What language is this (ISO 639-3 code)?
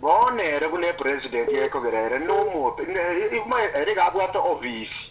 guz